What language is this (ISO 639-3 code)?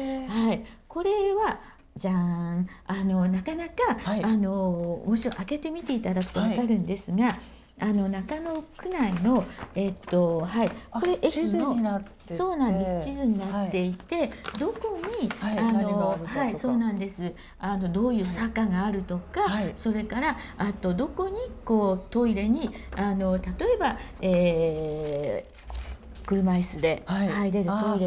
jpn